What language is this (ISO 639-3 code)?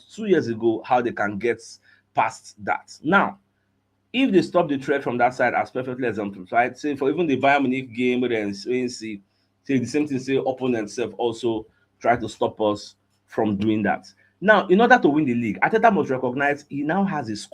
pcm